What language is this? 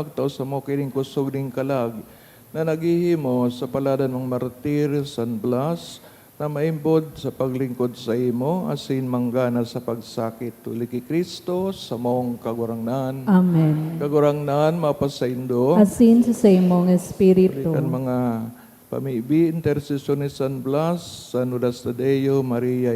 Bikol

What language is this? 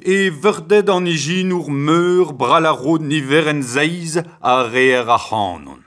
Breton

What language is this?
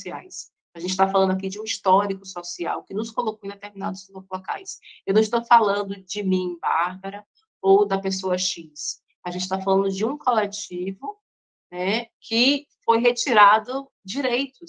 Portuguese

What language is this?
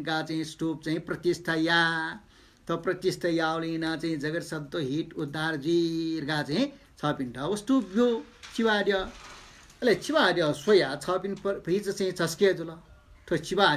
Newari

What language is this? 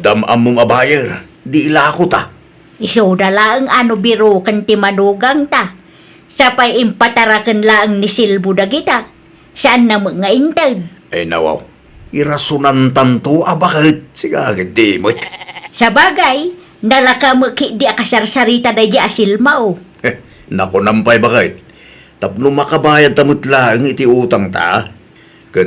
Iloko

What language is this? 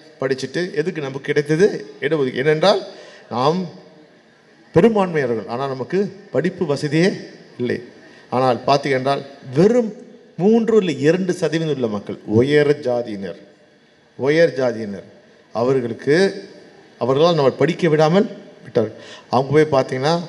Tamil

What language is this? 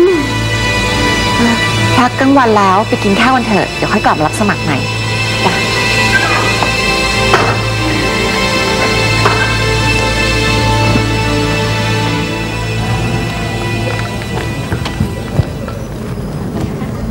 Thai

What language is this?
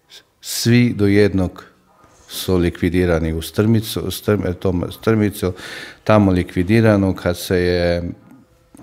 Croatian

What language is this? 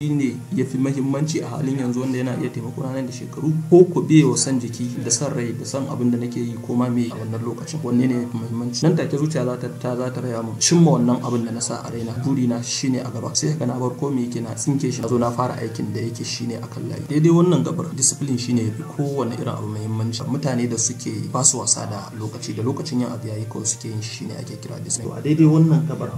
Hausa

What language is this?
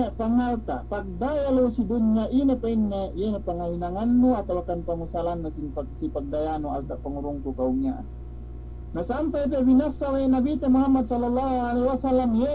Yakan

